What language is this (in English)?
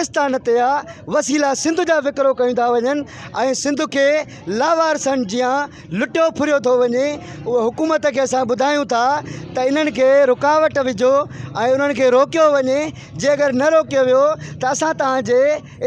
Sindhi